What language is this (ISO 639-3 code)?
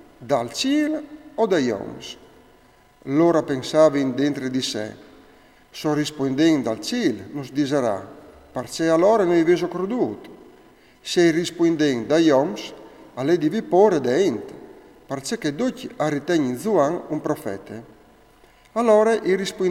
fur